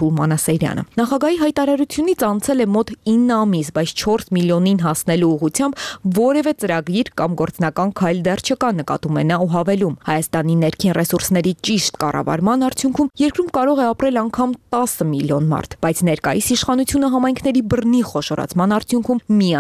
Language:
Armenian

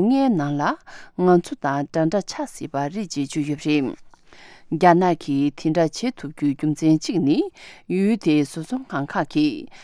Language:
Tibetan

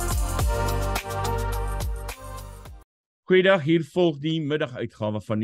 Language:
Afrikaans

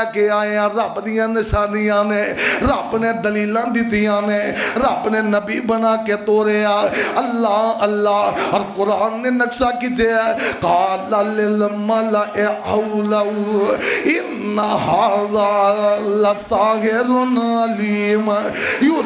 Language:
Western Panjabi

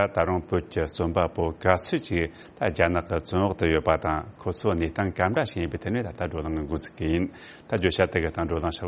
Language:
Tibetan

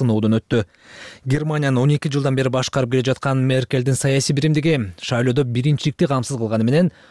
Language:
Kyrgyz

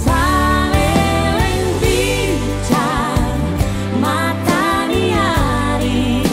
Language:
Batak Toba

